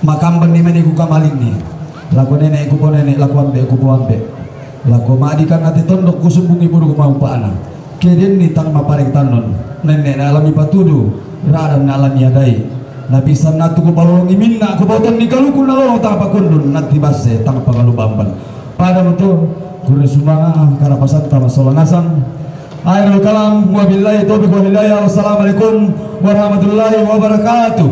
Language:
Toraja-Sa'dan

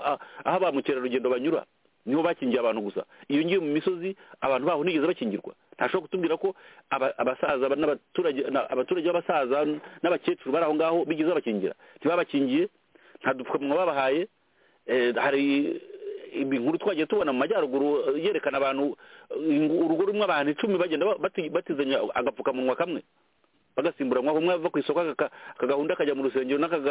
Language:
Kinyarwanda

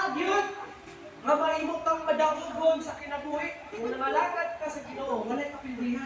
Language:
Cebuano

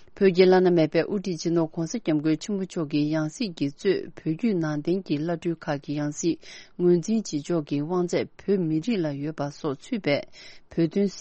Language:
Tibetan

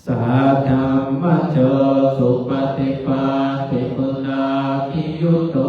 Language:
Pali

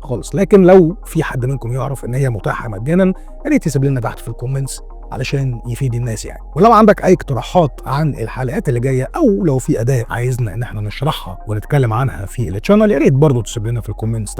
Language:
Egyptian Arabic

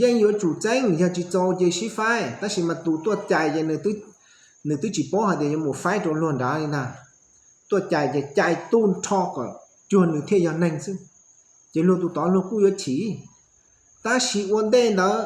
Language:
Hmong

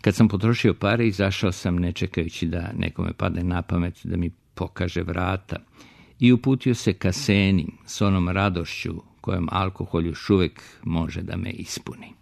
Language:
Serbian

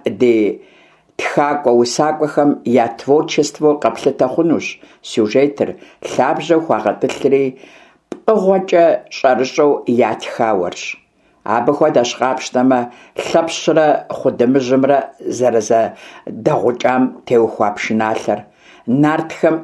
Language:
Kabardian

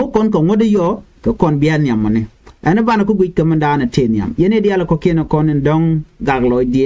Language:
Nuer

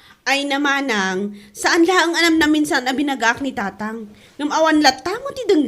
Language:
Iloko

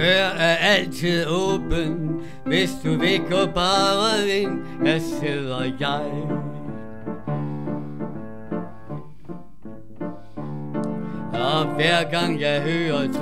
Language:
Danish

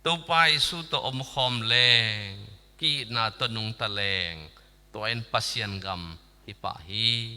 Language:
Tedim Chin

